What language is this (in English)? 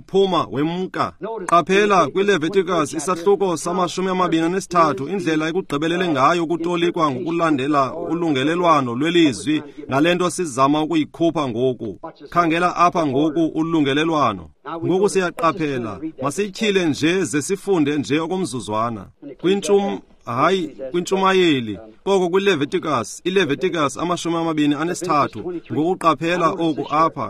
Xhosa